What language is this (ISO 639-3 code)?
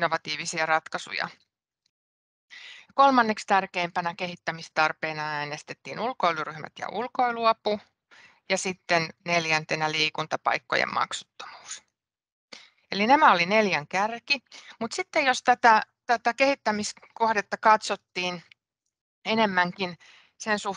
fin